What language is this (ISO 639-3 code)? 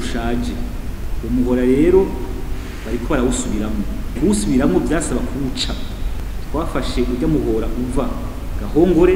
run